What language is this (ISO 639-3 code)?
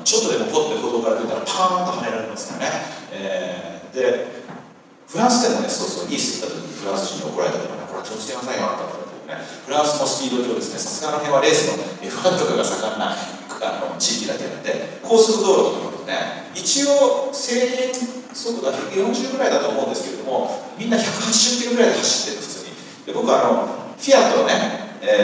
jpn